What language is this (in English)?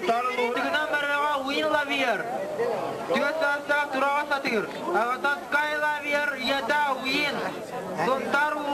Yakut